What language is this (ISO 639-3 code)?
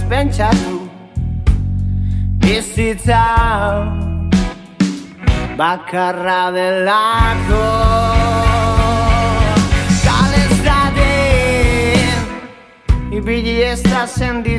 eus